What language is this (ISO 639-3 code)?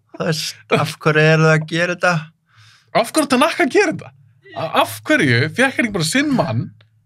isl